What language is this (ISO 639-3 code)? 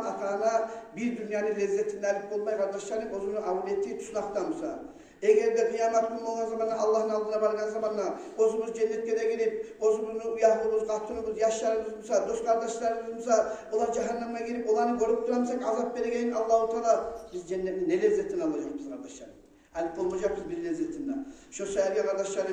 kum